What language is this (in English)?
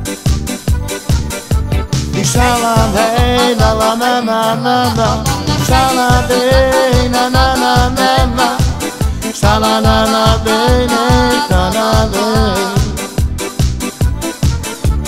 Slovak